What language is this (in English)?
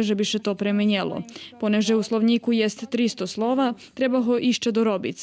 Rusyn